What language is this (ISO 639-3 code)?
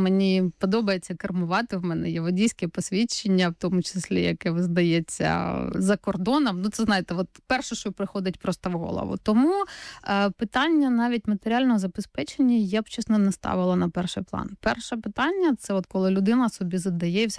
ukr